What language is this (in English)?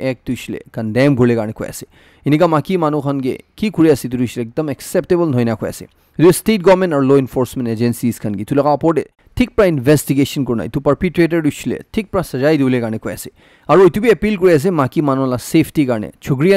Naga Pidgin